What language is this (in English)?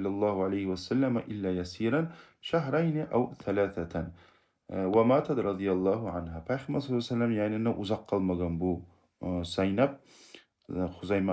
Kumyk